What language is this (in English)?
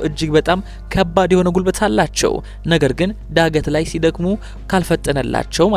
Amharic